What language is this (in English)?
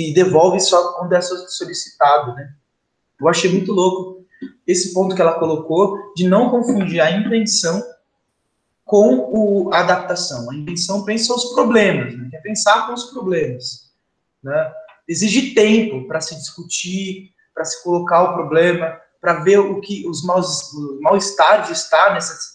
Portuguese